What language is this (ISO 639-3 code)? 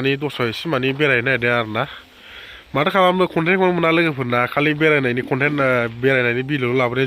brx